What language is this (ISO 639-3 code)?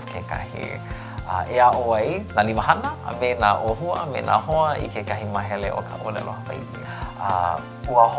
haw